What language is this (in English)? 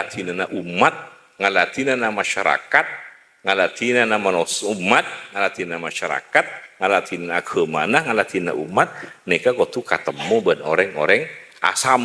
Madurese